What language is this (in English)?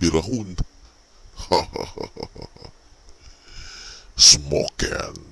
Cebuano